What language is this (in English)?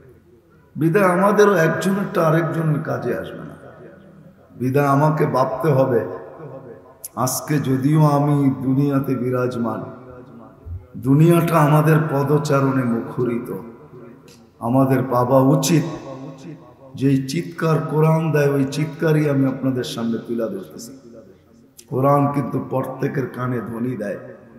Bangla